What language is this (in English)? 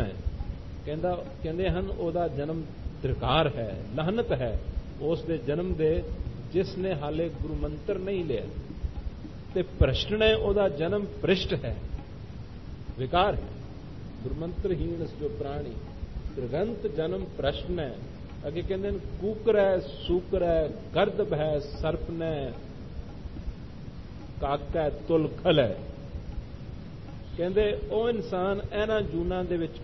Punjabi